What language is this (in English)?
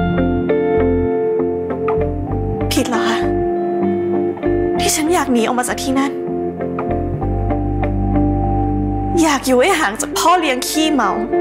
Thai